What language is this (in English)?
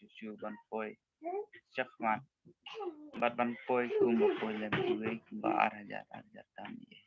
Khasi